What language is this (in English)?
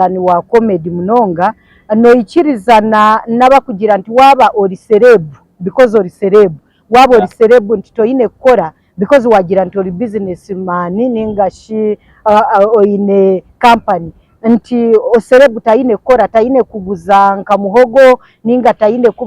Nyankole